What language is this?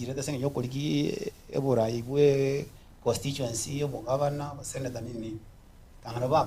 Gusii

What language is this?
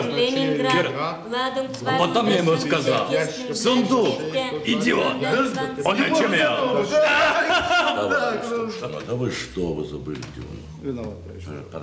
German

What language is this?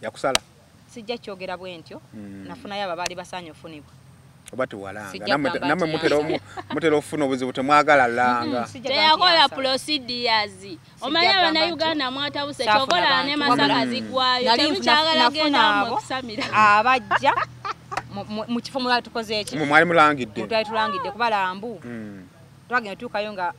Ganda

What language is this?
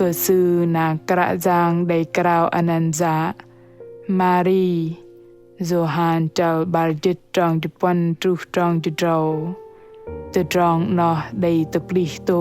Bahnar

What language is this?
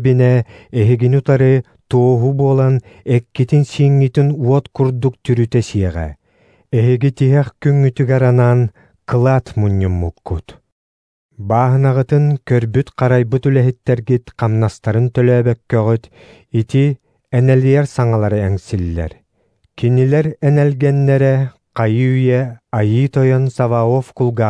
Yakut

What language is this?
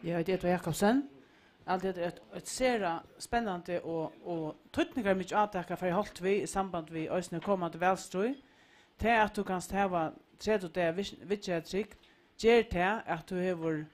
Faroese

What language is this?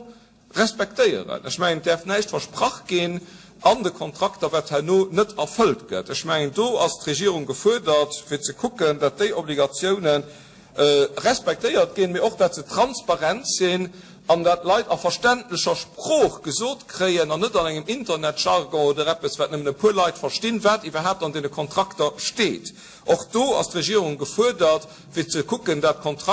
Luxembourgish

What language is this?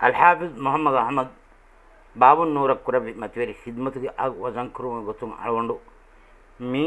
Divehi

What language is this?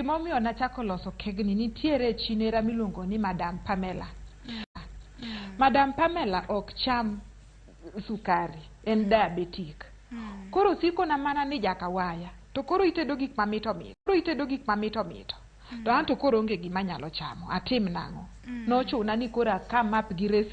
Luo (Kenya and Tanzania)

